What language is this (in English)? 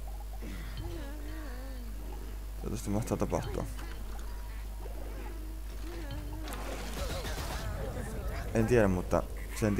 Finnish